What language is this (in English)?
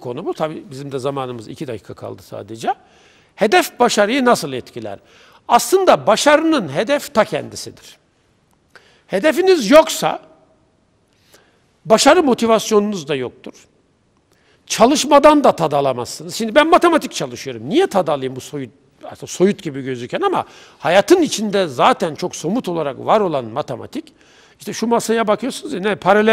Turkish